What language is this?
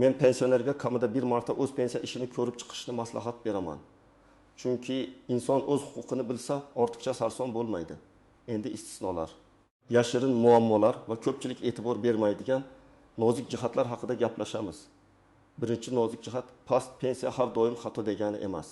Uzbek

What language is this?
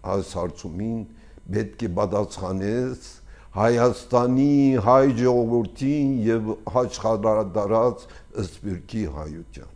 Armenian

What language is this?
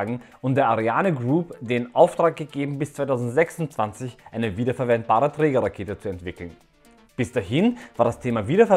German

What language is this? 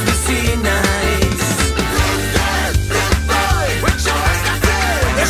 Basque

